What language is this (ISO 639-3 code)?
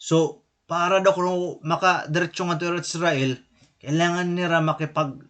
war